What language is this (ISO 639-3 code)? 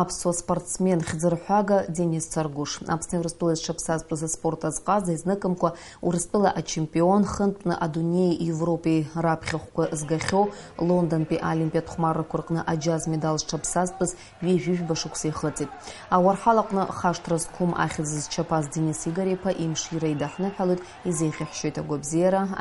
abk